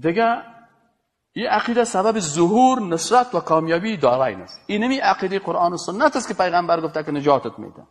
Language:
Persian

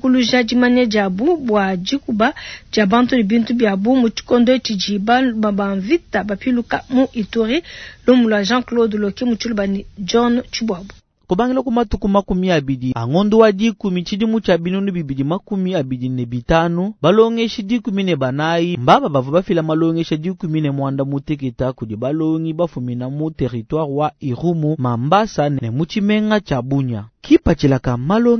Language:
Luba-Lulua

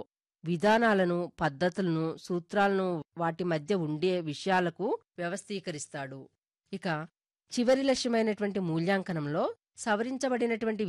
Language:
Telugu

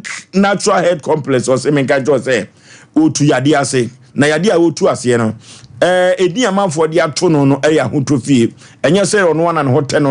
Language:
Akan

